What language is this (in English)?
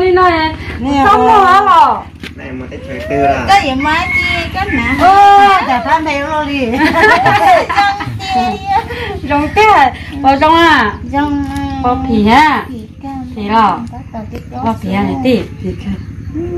Vietnamese